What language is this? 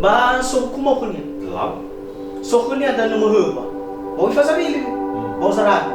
Nias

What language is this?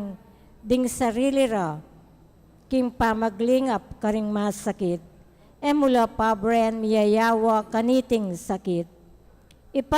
Pampanga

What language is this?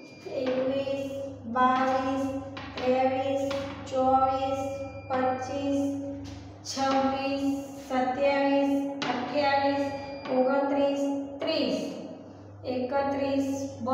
Gujarati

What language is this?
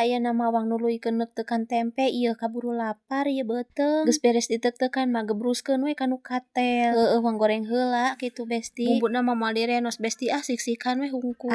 Sundanese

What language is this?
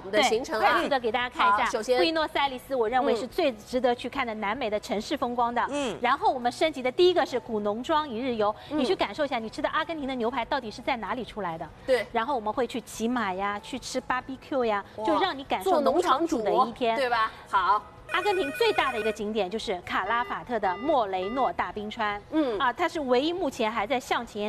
Chinese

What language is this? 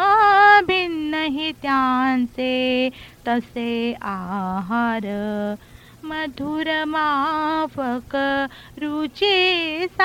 Marathi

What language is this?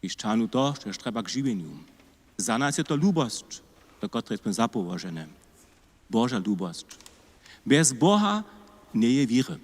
Upper Sorbian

